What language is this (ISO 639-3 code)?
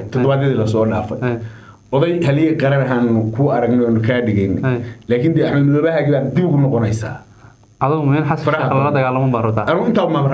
som